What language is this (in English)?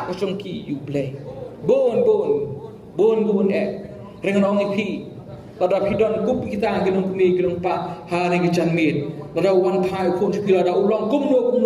Khasi